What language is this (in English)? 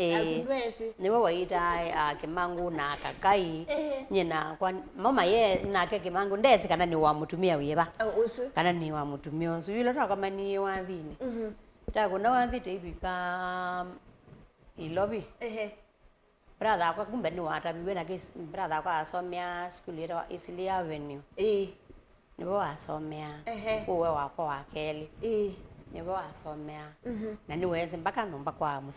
Kamba